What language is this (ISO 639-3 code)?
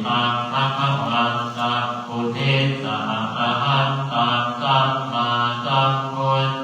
pli